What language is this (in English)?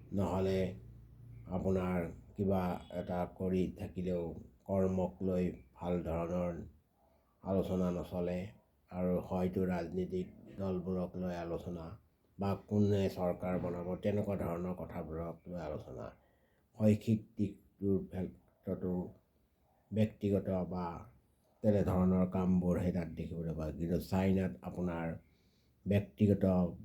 Assamese